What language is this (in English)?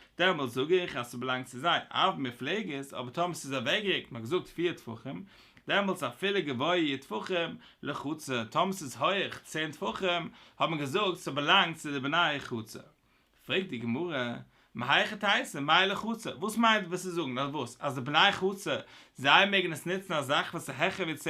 Yiddish